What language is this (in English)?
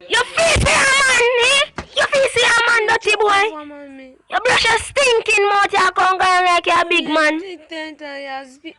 Jamaican Creole English